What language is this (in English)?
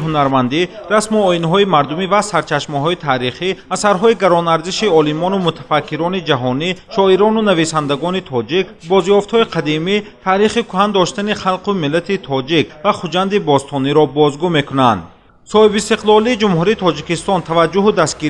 Tajik